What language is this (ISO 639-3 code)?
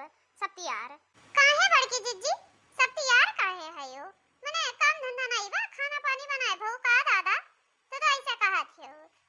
awa